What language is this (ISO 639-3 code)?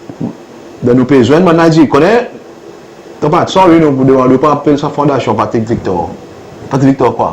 crs